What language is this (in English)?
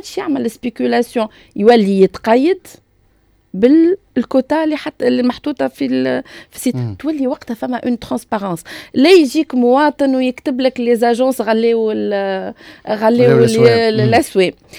Tunisian Arabic